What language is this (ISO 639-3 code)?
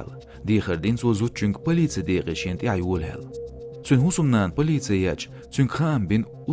che